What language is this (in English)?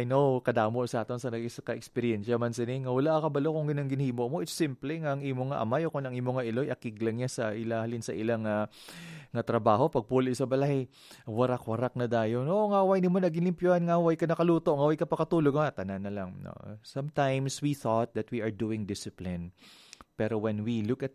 Hiligaynon